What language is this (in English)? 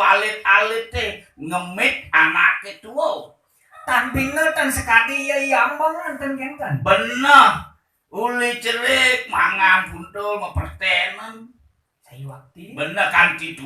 Balinese